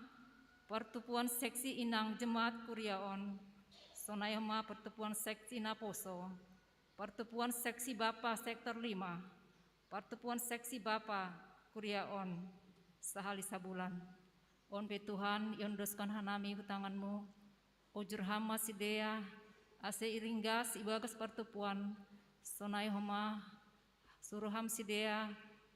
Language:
Batak Simalungun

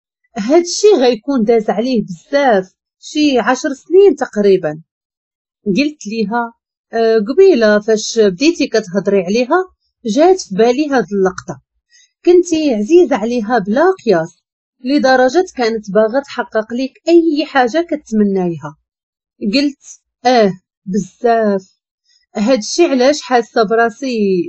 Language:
Moroccan Arabic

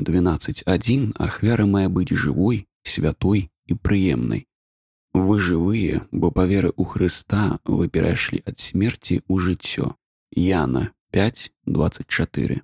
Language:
Belarusian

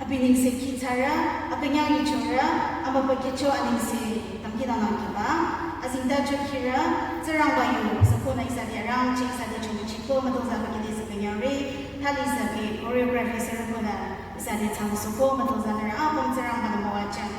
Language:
Naga Pidgin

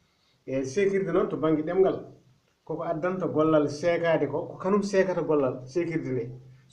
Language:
Fula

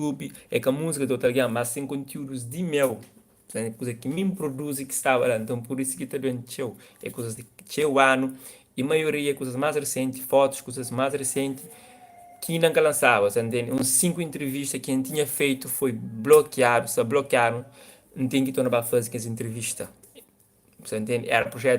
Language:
Kabuverdianu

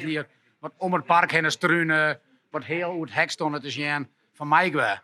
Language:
Western Frisian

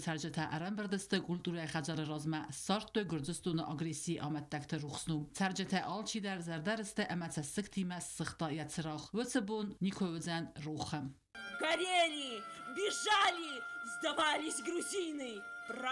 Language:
Ossetic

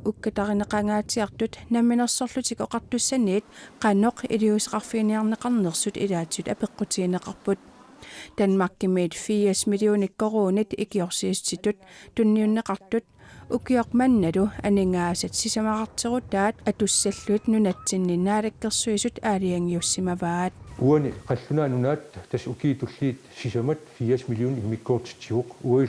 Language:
Kalaallisut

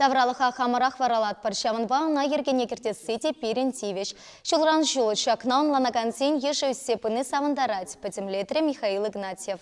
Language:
Chuvash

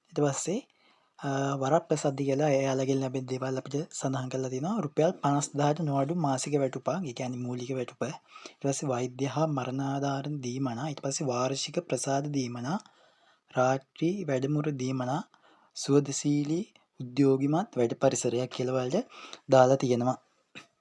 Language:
Sinhala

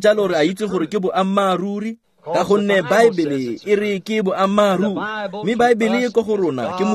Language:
Tswana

